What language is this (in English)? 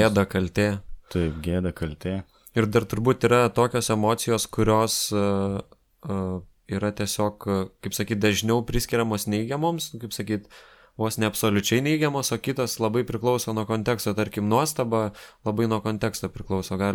Lithuanian